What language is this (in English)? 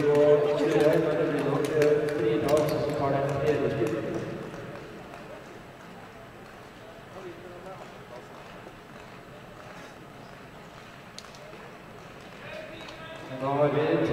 Norwegian